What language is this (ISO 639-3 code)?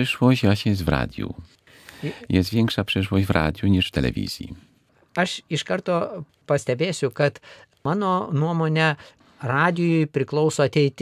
lit